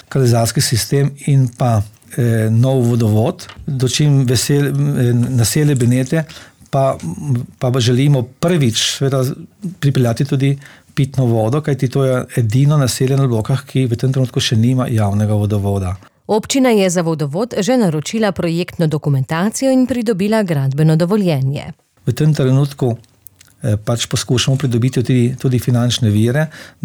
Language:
Slovenian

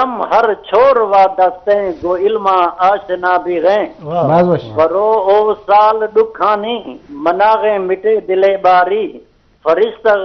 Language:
Eastern Balochi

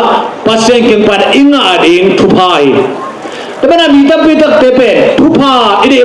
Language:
Tedim Chin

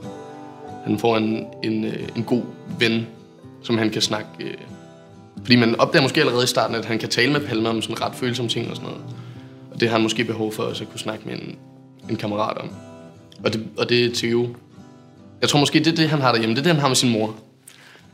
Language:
Danish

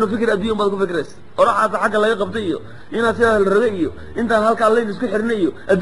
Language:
Somali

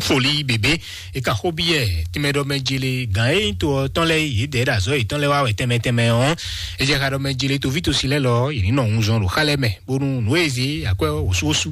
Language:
Fon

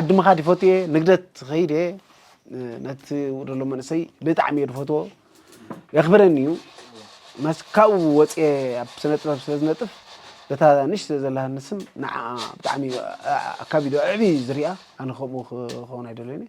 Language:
Tigrinya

